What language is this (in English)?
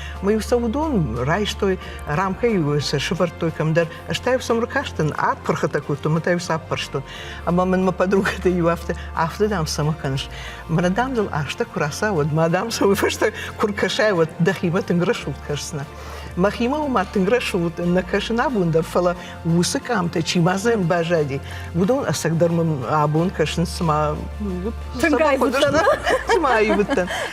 Ossetic